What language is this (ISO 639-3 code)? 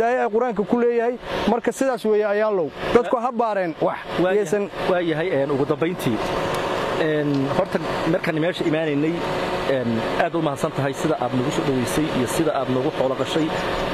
som